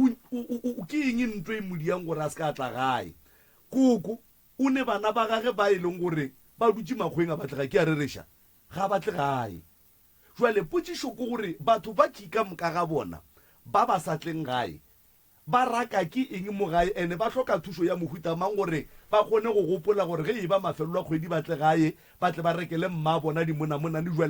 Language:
Northern Sotho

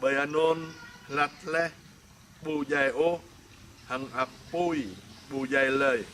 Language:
Jarai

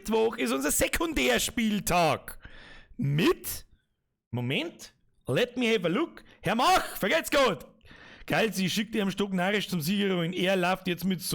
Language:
Bavarian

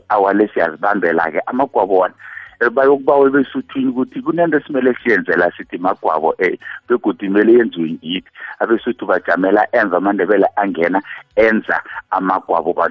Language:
South Ndebele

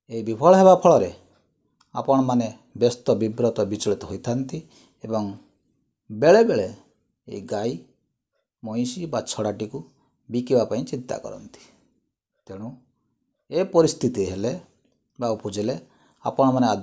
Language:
Odia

